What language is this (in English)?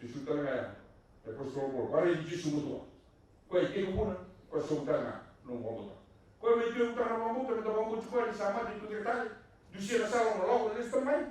Fijian